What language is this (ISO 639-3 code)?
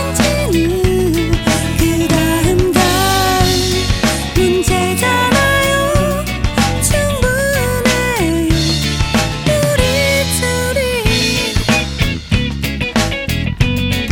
kor